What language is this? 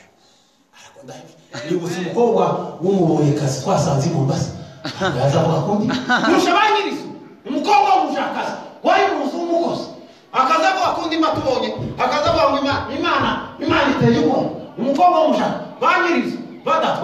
Kinyarwanda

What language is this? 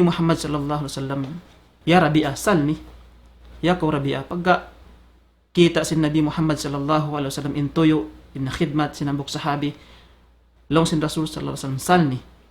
Tausug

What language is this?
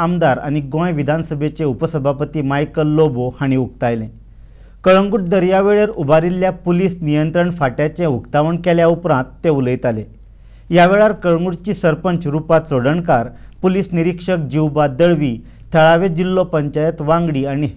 Konkani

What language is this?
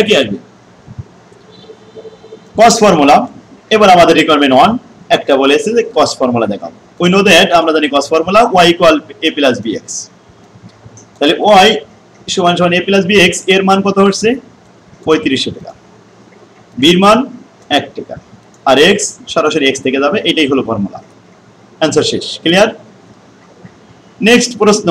Bangla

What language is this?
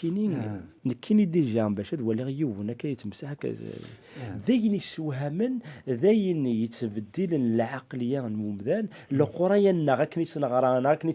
Kabyle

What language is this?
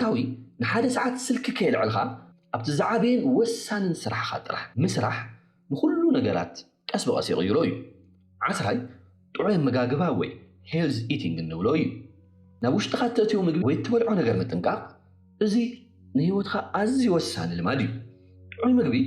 Tigrinya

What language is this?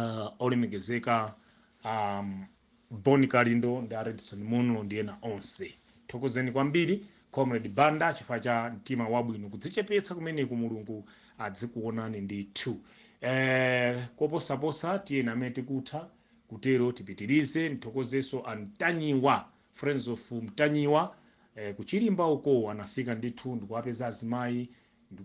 Nyanja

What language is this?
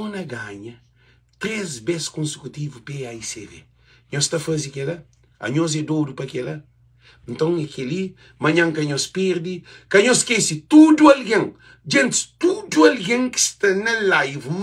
Kabuverdianu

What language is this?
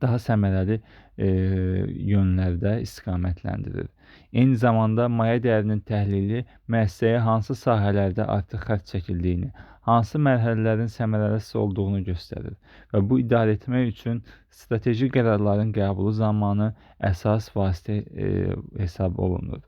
Azerbaijani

